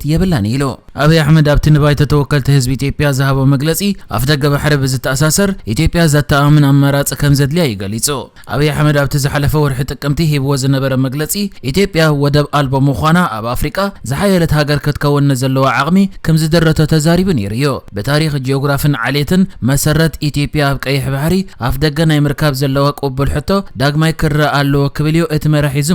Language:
Tigrinya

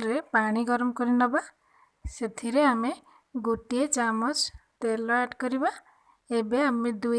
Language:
Odia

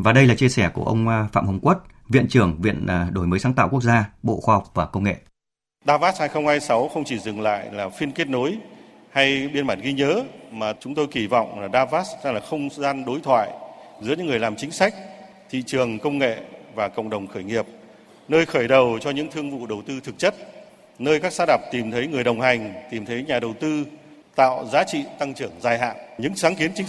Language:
Vietnamese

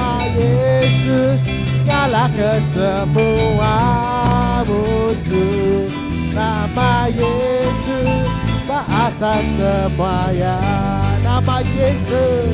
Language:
Iban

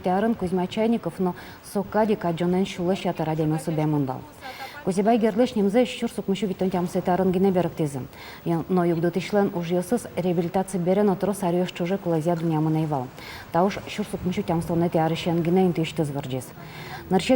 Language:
Udmurt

